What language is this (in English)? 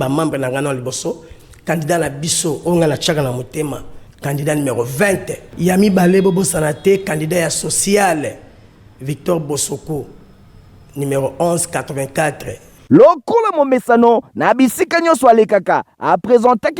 Lingala